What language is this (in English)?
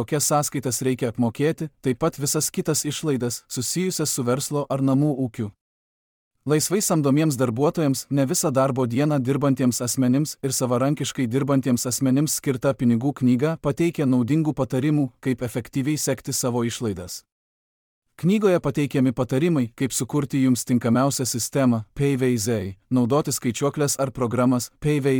Lithuanian